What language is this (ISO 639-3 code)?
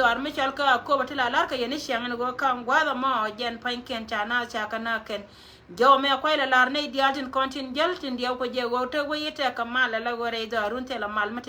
nus